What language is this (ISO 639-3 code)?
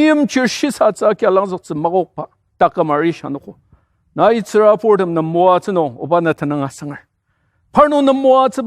njo